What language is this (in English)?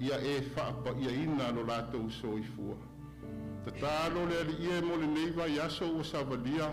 Samoan